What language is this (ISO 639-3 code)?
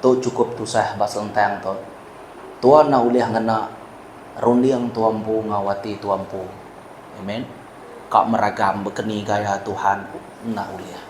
iba